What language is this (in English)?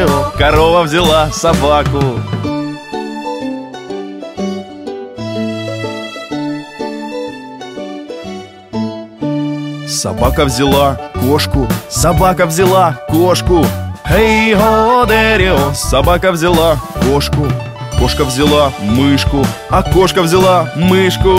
Russian